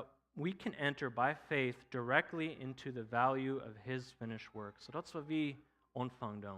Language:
Plautdietsch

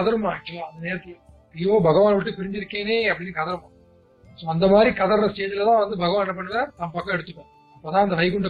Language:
Tamil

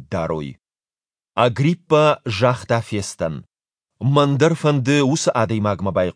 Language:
Ossetic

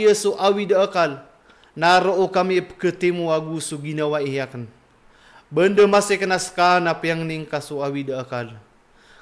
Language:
Maranao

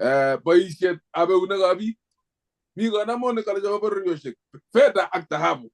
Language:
Kalenjin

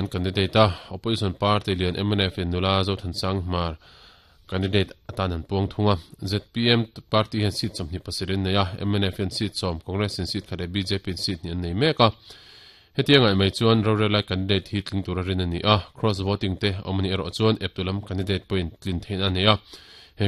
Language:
Mizo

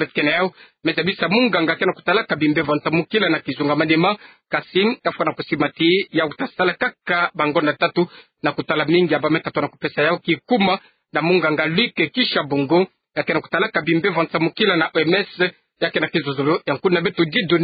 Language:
Kituba (Democratic Republic of Congo)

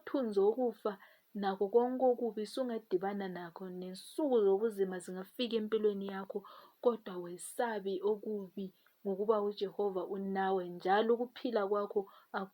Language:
Zulu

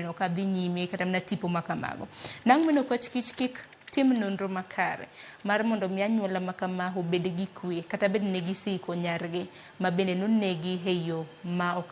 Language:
Luo (Kenya and Tanzania)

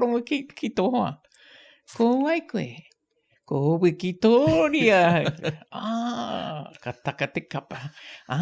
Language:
Māori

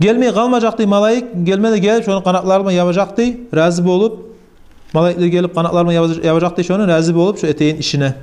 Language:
Kumyk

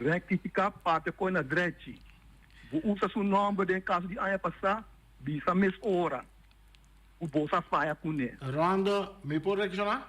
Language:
Papiamento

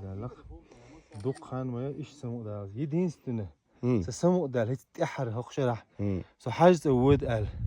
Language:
Chechen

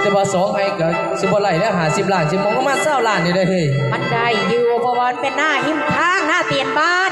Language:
Northeastern Thai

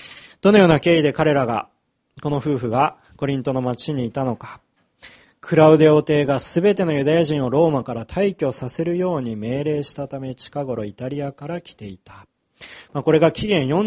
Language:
Japanese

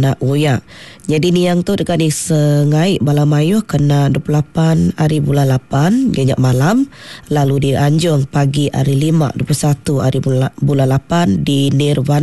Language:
Iban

